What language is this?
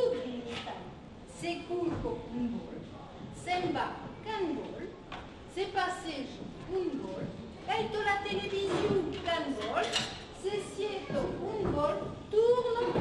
Occitan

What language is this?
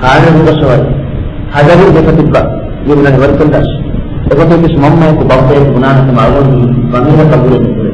Divehi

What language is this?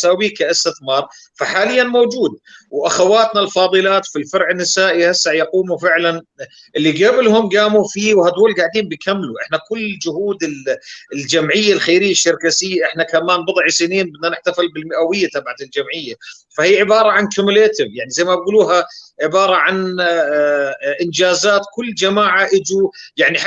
North Levantine Arabic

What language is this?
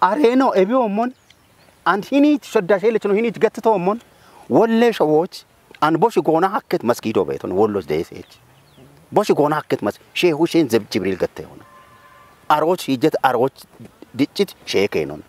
Kafa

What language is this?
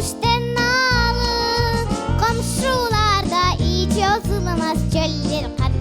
Crimean Tatar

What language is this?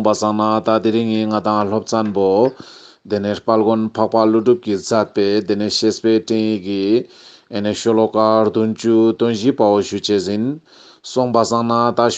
Ladakhi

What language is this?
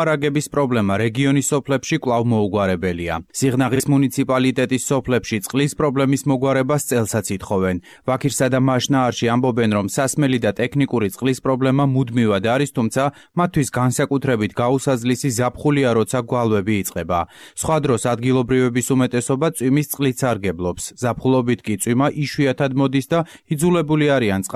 Georgian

